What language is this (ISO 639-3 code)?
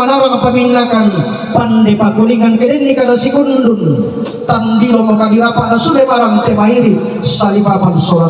sda